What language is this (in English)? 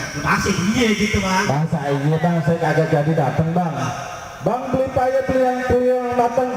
Betawi